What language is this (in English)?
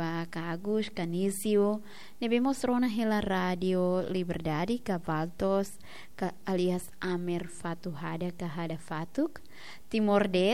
Tetum